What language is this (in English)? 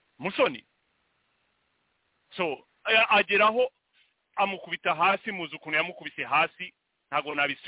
Kinyarwanda